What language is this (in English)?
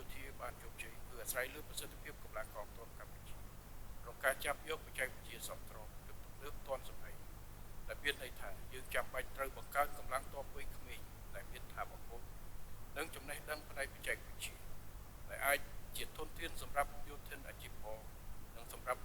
Khmer